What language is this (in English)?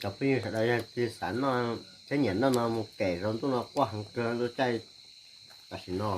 Hmong